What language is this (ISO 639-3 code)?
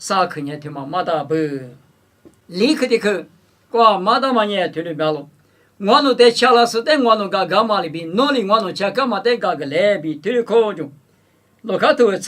lis